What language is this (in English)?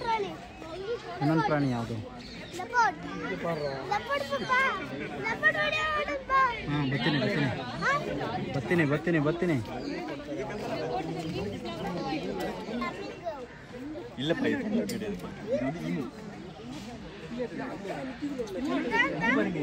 Kannada